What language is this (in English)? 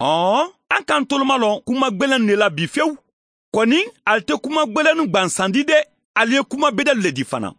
Bambara